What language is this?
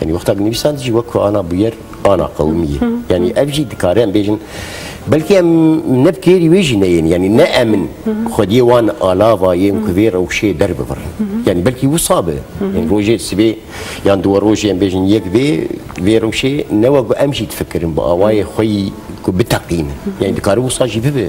Kurdish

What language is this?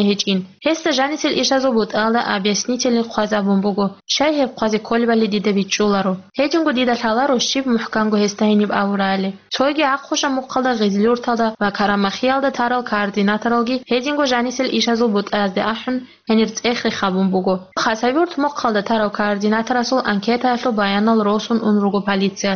Avaric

